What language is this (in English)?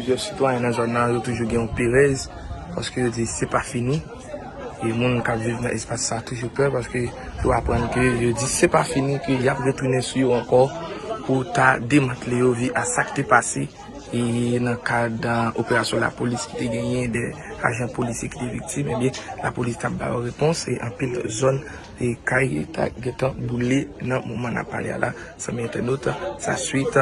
Haitian Creole